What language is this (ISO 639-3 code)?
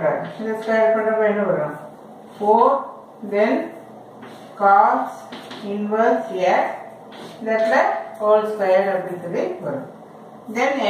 tam